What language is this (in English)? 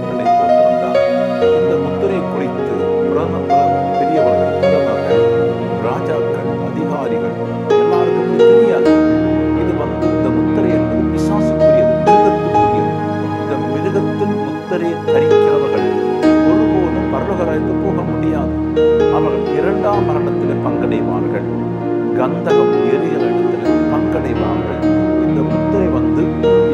Tamil